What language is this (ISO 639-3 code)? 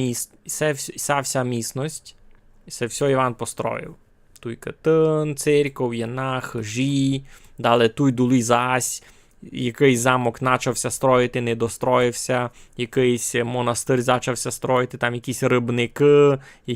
rue